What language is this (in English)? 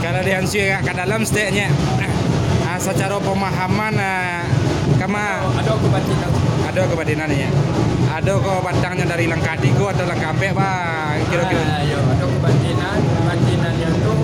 Minangkabau